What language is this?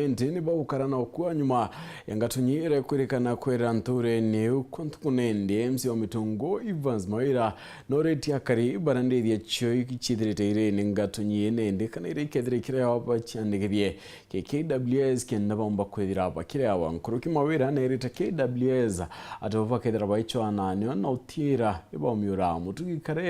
Meru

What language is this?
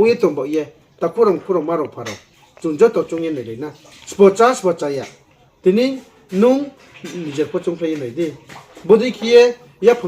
Riang (India)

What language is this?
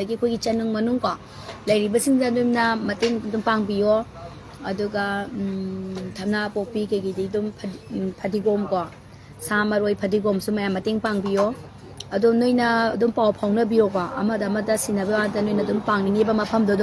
Manipuri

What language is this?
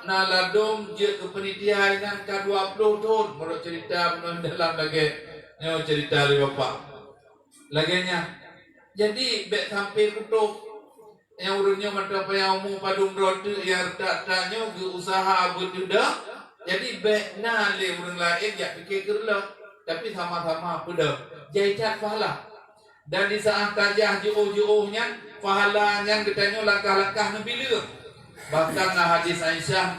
Achinese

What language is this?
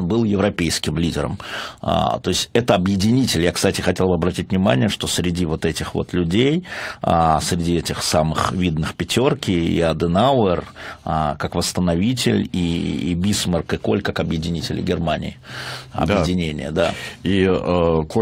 Russian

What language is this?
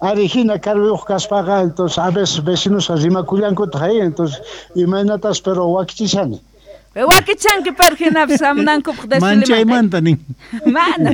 South Bolivian Quechua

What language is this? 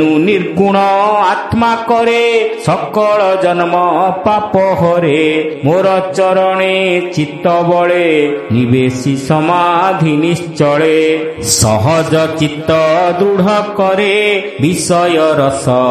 Odia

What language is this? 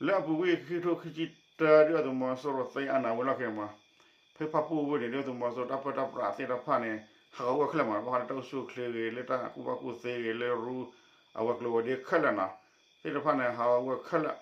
S'gaw Karen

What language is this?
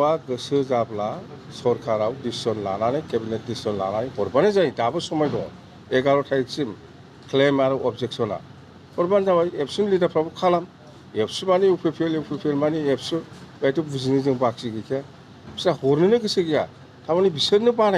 Bodo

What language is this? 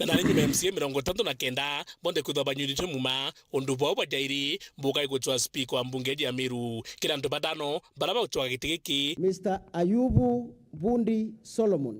Meru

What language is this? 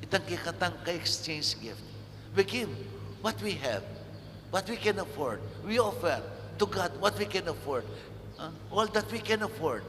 Pampanga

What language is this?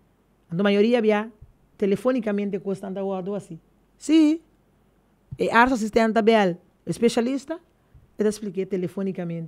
Papiamento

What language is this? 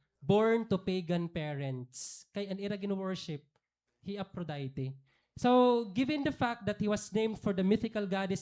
Waray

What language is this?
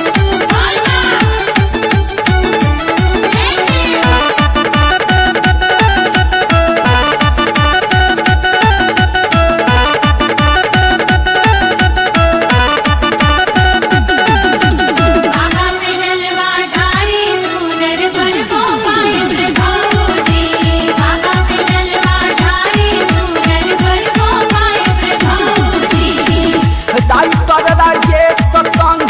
Bhojpuri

